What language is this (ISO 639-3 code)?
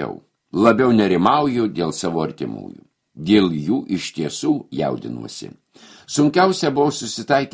lit